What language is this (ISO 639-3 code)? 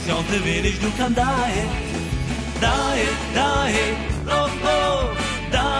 heb